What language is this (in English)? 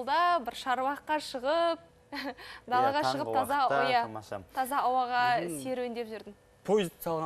Kazakh